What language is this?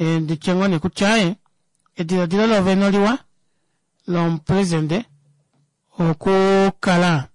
Kuanyama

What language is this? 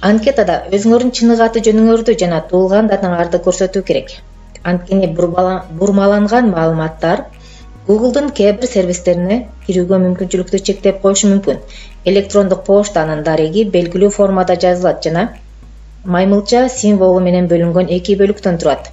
Kyrgyz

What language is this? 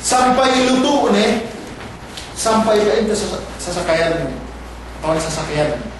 Yakan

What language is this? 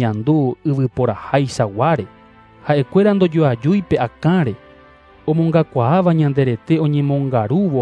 Guarani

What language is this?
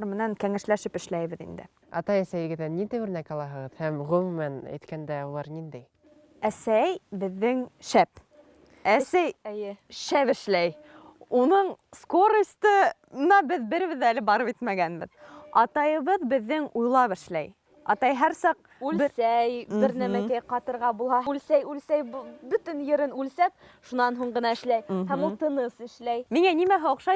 Bashkir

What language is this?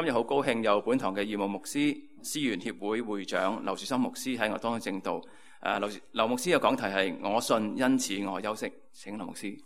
Cantonese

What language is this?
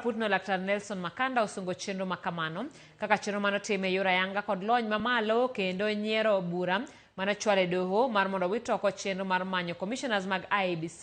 Luo (Kenya and Tanzania)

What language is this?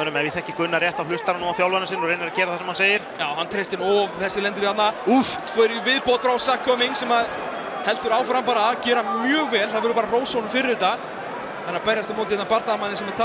Icelandic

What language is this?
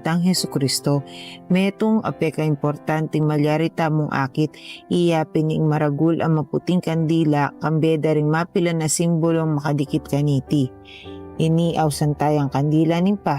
Pampanga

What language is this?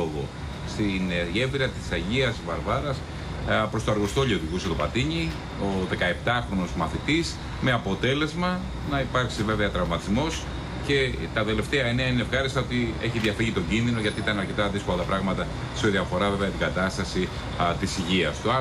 Greek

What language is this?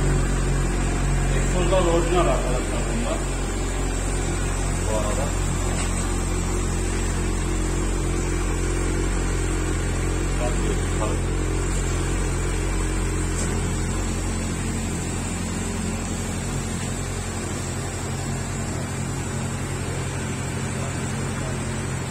Turkish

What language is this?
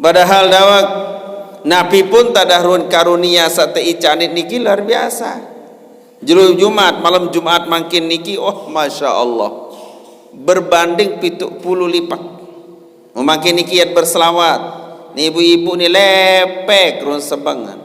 Sasak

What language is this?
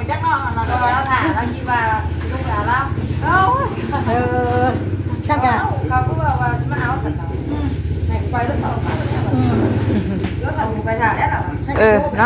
Northeastern Thai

